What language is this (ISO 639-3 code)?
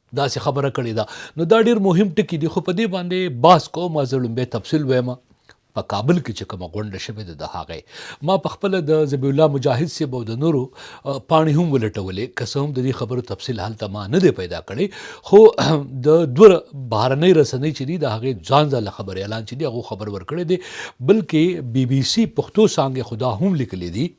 pus